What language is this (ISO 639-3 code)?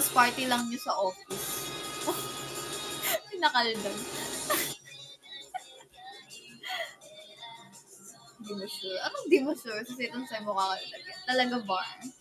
fil